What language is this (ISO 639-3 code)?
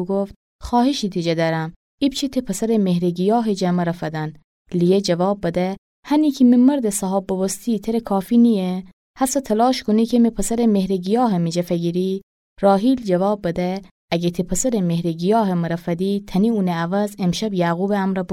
glk